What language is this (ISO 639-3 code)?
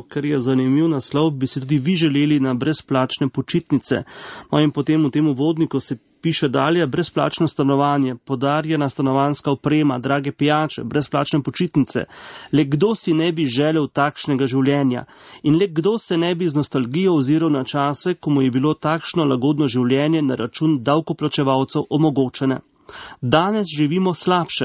slv